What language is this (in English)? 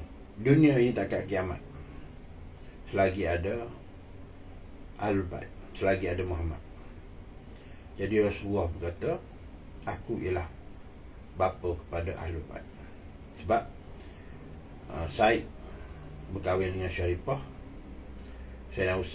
Malay